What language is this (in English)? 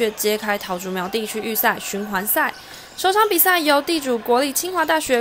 Chinese